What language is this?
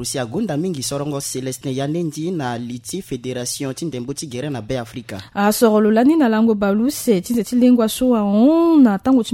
Sango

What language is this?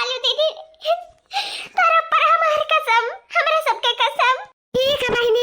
Awadhi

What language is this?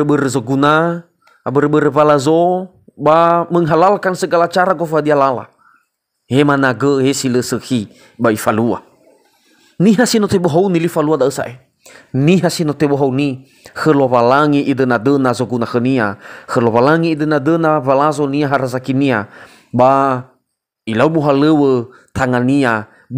Nias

